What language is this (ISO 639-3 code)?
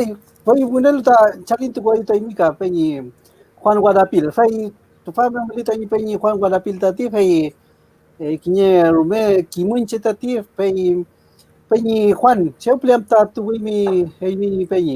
arn